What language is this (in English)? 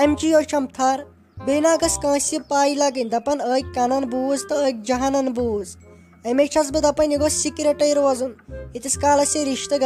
Kashmiri